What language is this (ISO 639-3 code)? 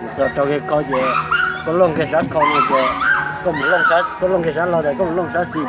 hmn